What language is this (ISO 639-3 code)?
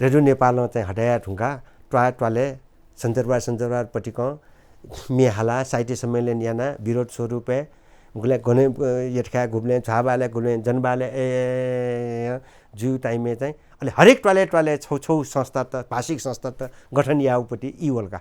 new